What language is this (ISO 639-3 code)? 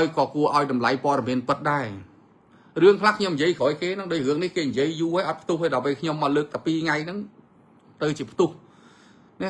khm